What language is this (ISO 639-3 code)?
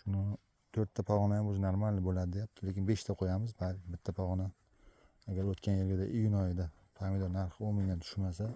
uzb